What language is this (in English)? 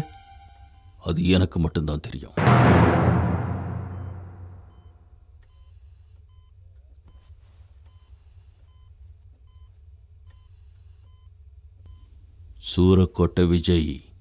Tamil